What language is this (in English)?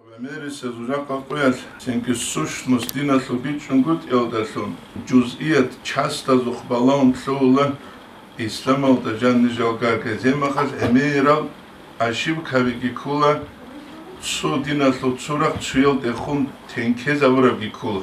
Avaric